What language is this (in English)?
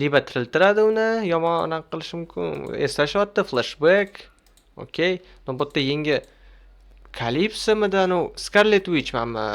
Uzbek